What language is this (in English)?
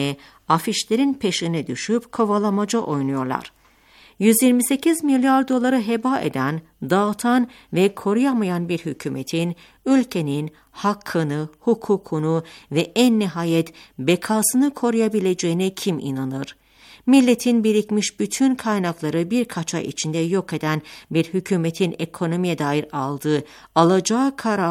Turkish